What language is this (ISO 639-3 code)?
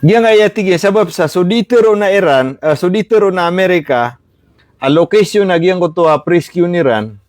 mrw